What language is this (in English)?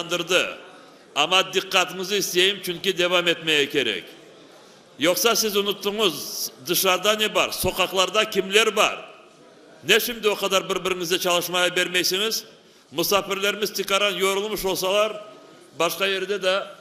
Crimean Tatar